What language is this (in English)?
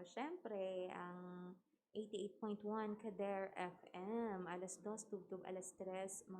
Hiligaynon